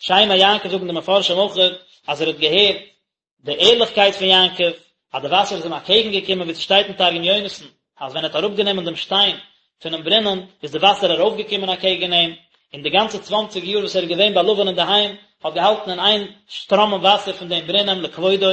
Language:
Yiddish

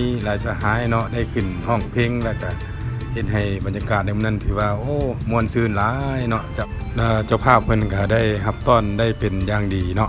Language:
Lao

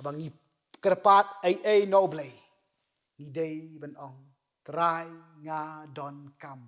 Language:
Khasi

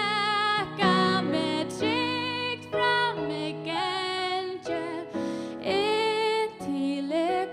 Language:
Faroese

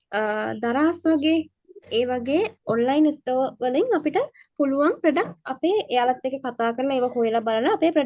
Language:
Sinhala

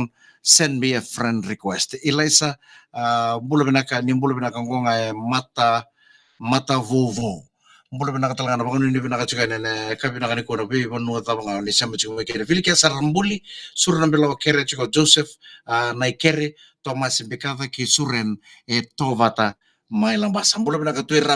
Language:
Fijian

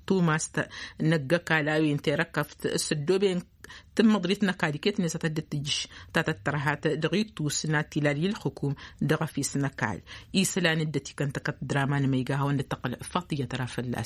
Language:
Tamasheq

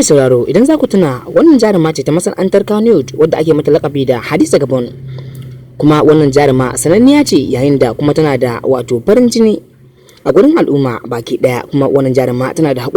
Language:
Hausa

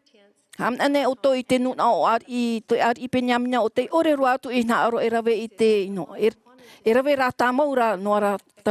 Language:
Tahitian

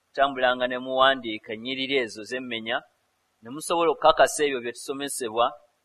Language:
Ganda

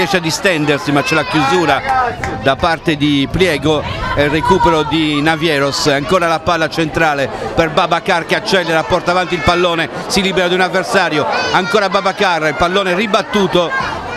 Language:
Italian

